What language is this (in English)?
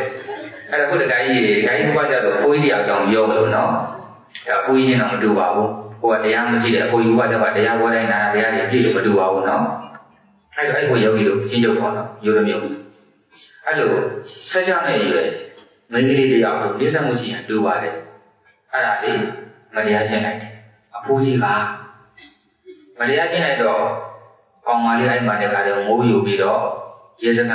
Burmese